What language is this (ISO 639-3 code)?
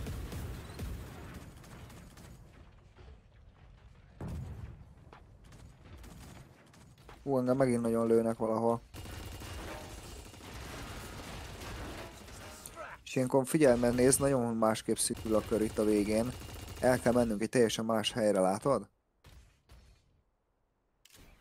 hun